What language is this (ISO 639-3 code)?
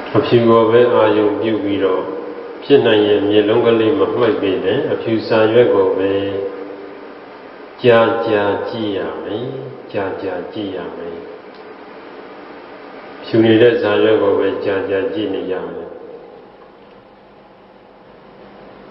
mya